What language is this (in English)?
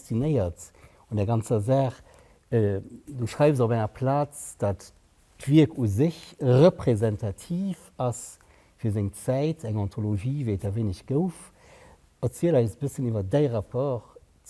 Luxembourgish